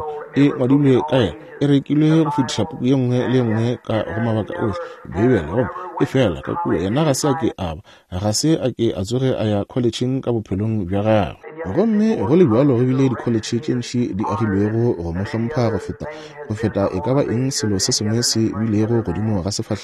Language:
Northern Sotho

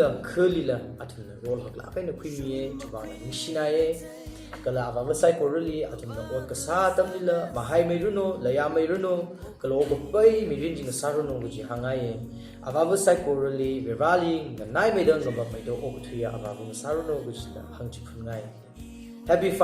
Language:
Tangkhul Naga (India)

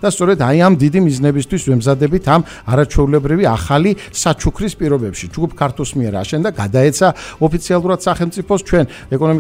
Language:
Georgian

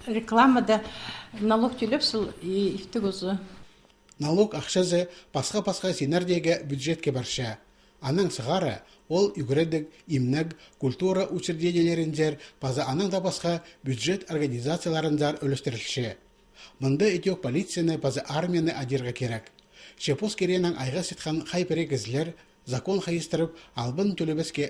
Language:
Khakas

